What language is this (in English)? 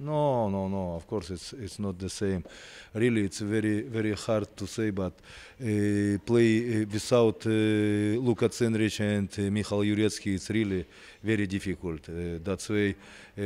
English